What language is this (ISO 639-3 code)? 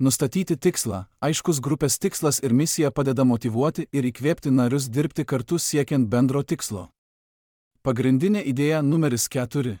lit